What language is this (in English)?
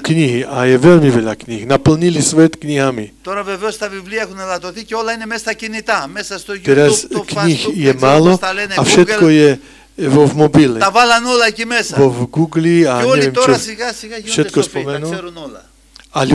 Slovak